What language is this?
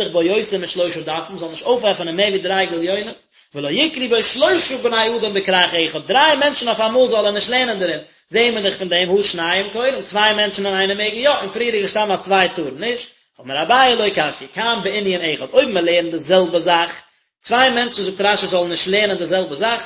Yiddish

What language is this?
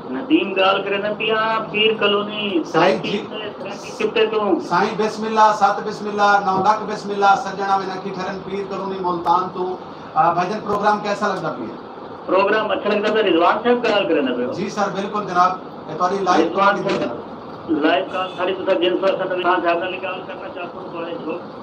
Saraiki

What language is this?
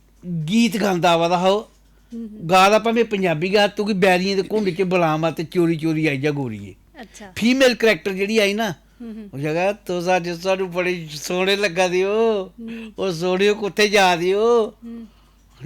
Dogri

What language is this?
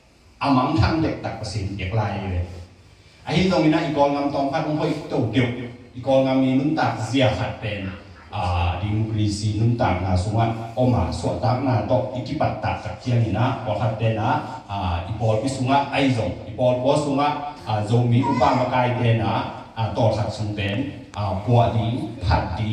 Tedim Chin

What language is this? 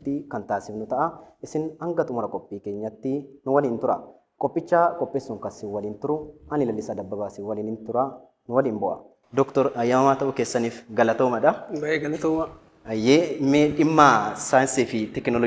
Oromo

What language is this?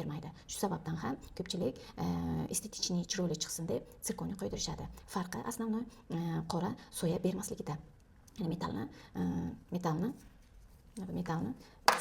Uzbek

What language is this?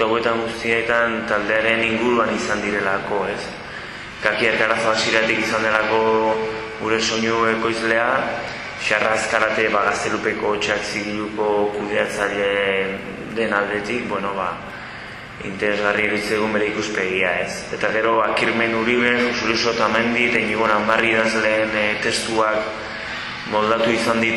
Basque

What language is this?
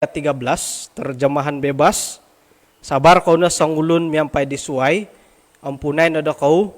Central Dusun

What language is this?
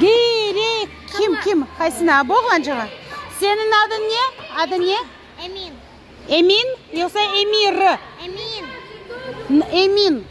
Crimean Tatar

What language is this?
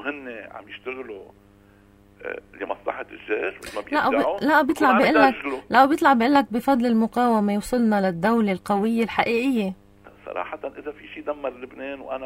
North Levantine Arabic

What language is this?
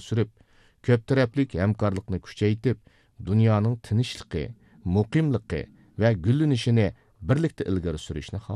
Uyghur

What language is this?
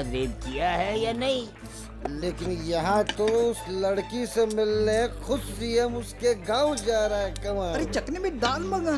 Hindi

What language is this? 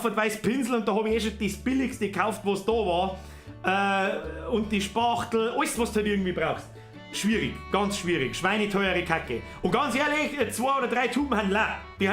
Bavarian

